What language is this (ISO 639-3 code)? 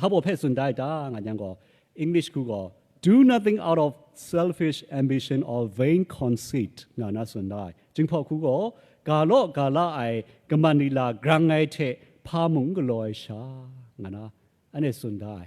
kac